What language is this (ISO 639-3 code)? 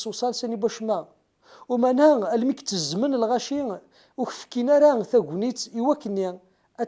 kab